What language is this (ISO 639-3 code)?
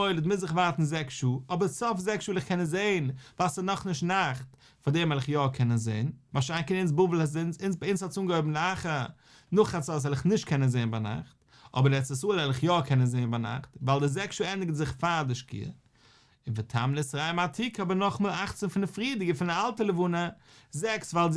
yid